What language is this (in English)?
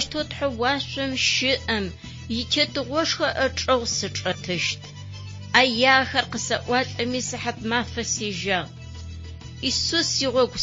Adyghe